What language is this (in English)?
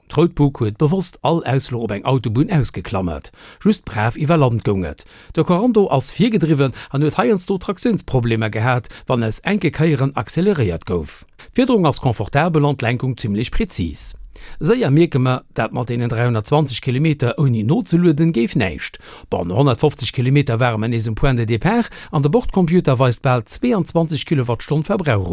Luxembourgish